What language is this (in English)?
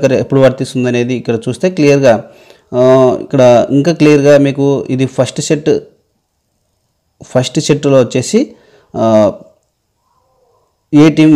Telugu